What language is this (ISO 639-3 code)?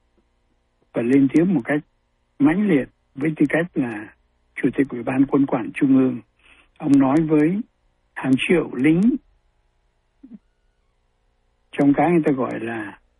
vie